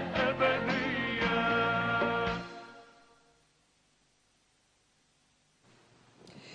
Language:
Arabic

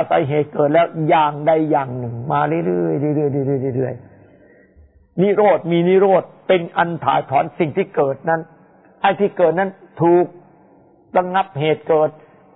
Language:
Thai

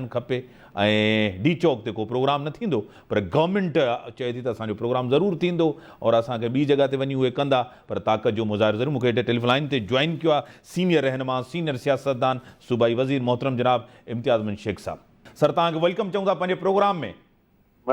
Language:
Sindhi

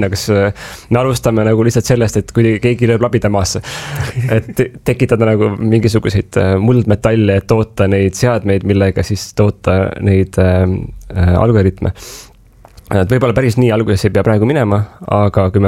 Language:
Estonian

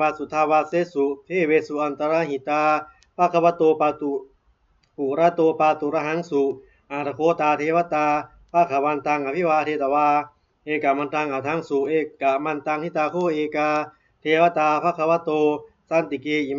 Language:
Pali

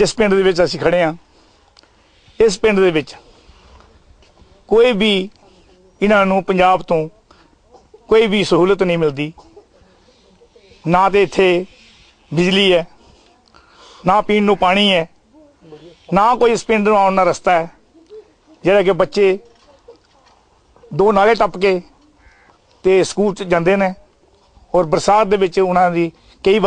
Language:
Punjabi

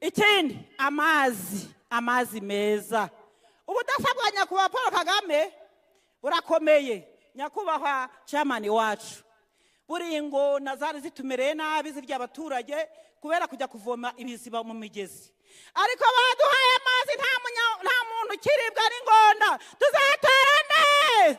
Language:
Kinyarwanda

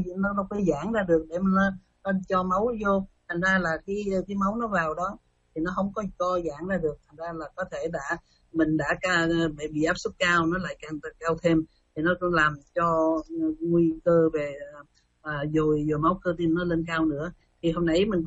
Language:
Vietnamese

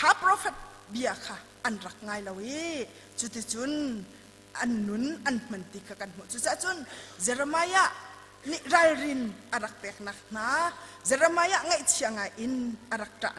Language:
Hakha Chin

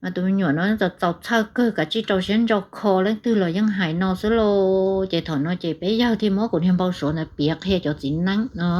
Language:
Hmong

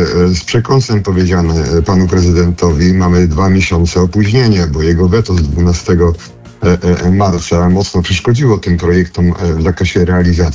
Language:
Polish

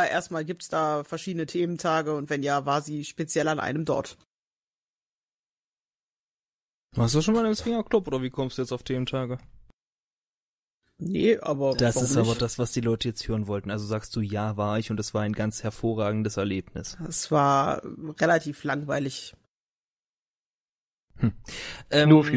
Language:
German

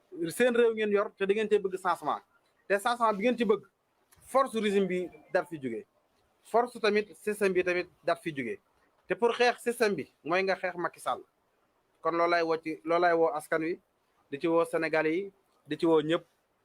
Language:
Wolof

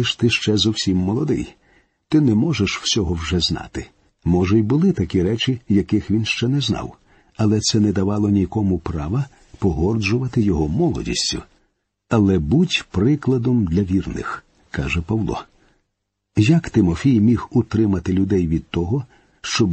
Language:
Ukrainian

